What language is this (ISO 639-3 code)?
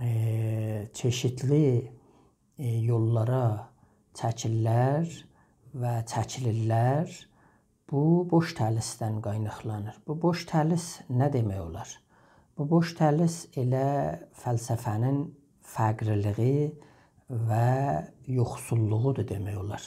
azb